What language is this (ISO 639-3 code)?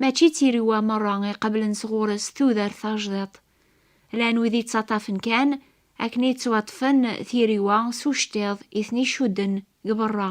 kab